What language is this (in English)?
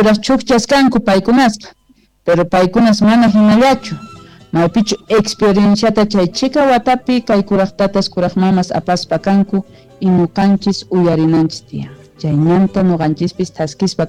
Quechua